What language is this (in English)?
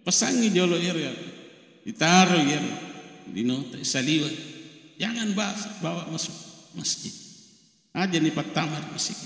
Buginese